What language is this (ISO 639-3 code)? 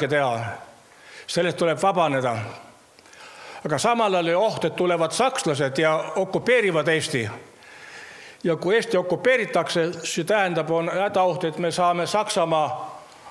est